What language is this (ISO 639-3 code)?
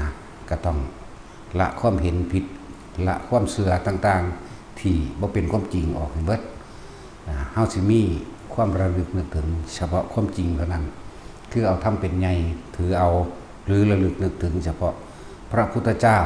tts